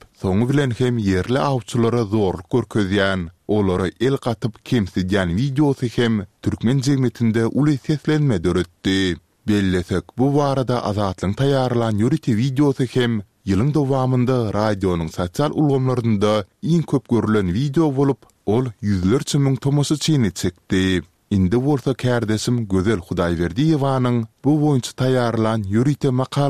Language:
Turkmen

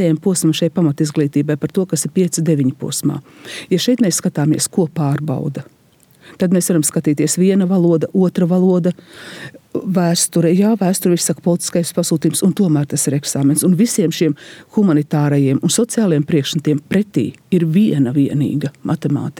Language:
Latvian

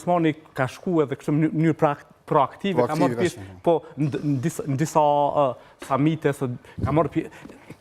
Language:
Albanian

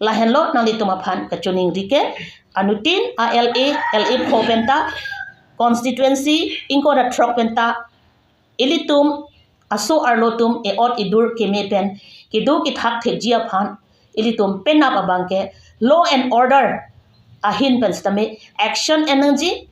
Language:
Karbi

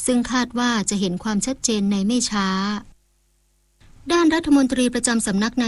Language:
Thai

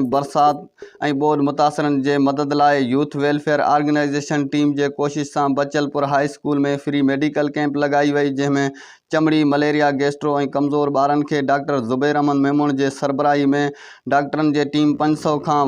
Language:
Sindhi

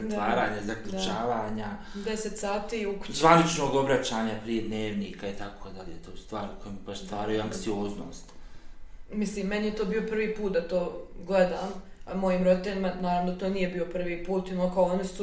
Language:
Bosnian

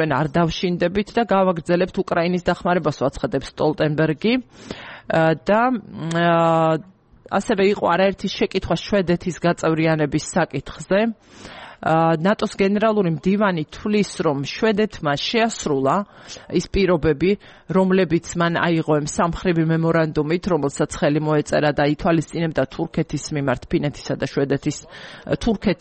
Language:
Georgian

